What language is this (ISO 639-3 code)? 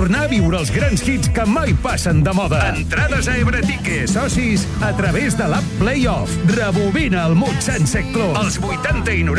cat